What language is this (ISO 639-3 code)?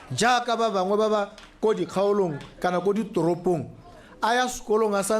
tsn